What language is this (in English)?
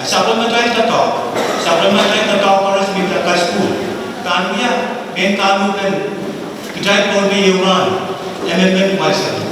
Pohnpeian